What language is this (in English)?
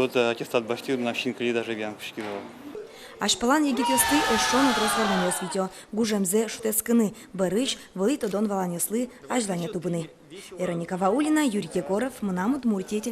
Udmurt